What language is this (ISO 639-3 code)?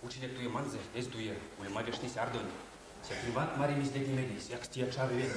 myv